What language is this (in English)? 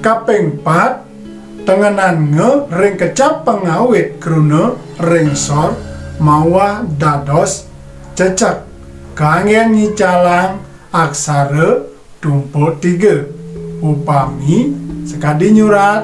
Balinese